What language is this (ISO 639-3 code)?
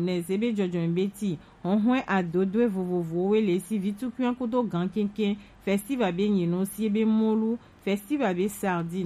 gej